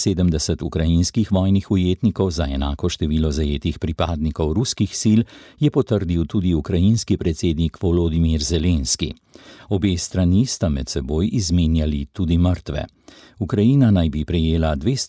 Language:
Slovenian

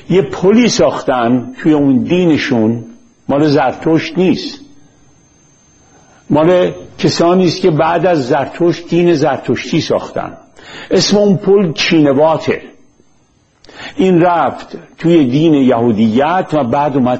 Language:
Persian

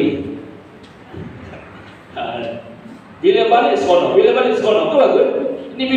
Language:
Malay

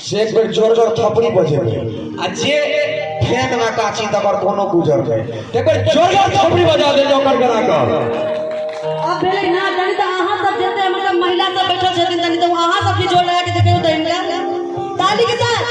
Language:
Maithili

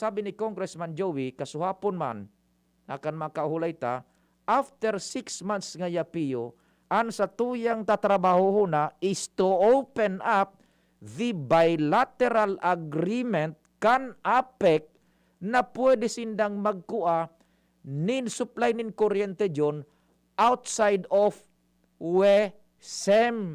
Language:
Bikol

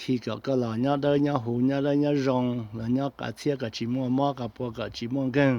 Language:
Hmong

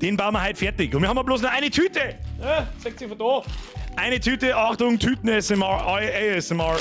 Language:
Bavarian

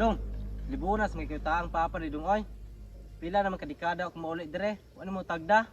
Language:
Cebuano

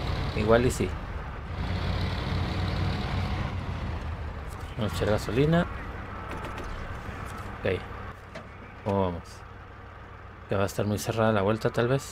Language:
Spanish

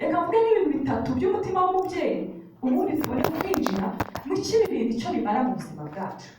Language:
Kinyarwanda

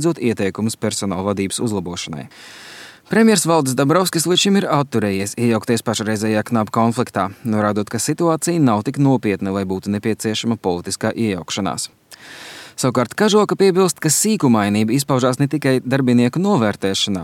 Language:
Latvian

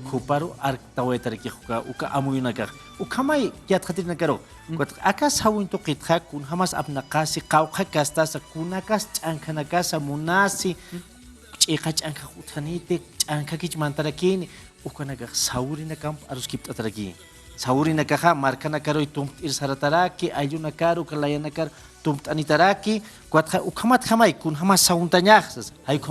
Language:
Aymara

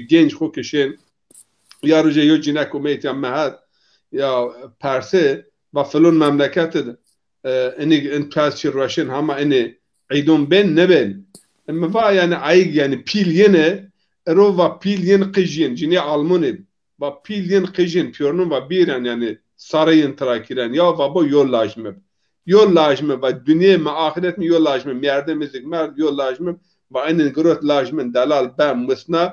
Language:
Zaza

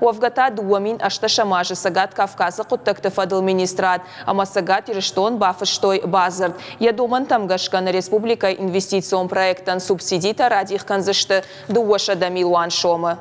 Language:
Ossetic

